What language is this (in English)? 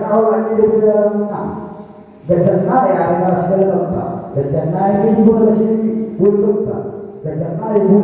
Batak Toba